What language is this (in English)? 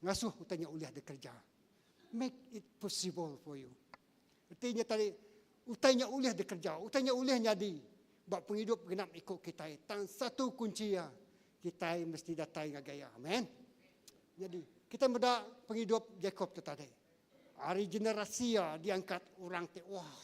Iban